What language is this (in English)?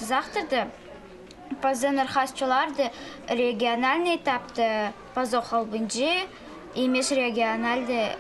Khakas